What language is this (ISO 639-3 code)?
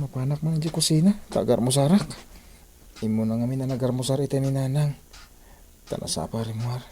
ilo